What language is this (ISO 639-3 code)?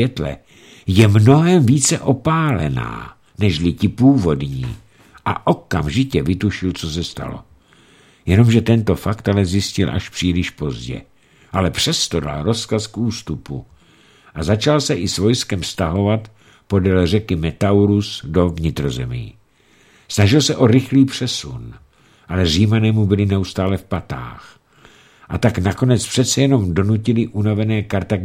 ces